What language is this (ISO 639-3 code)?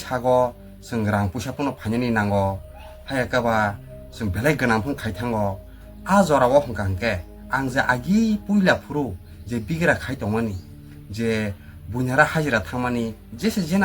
trp